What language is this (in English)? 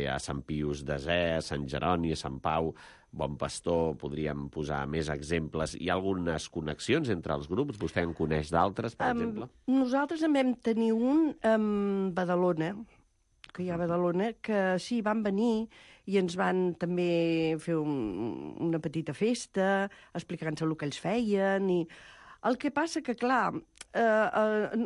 Catalan